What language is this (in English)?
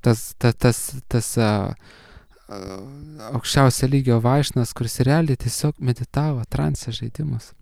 Lithuanian